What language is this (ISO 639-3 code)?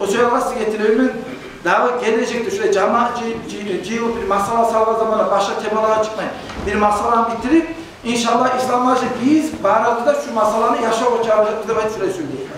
kum